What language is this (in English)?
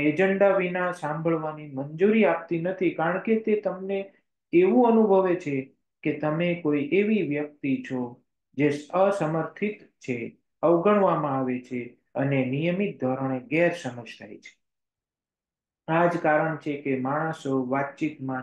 Gujarati